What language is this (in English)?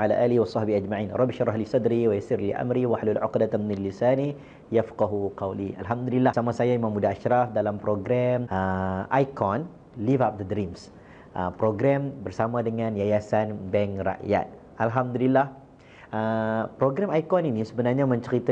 Malay